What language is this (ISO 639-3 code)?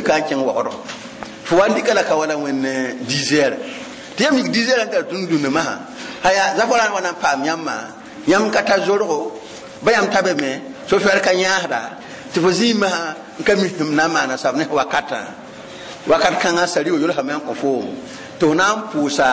mos